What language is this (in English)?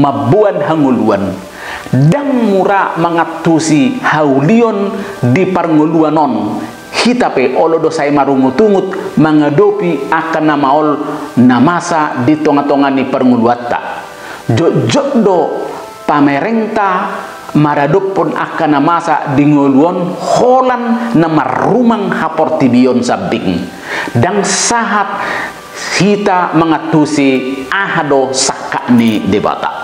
Batak Toba